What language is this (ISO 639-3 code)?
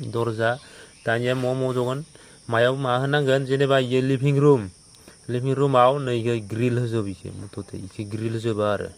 brx